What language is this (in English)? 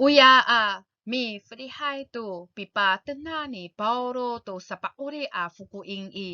Amis